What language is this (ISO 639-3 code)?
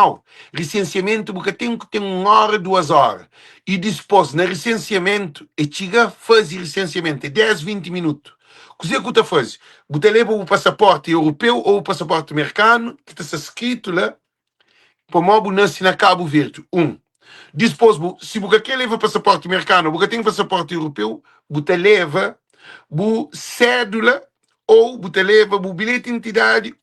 kea